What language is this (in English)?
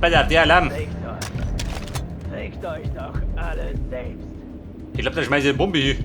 Bavarian